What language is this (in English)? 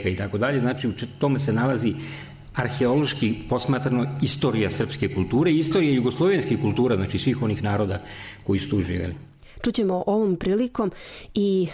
Serbian